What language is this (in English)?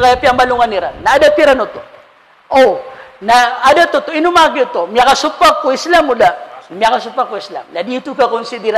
Maranao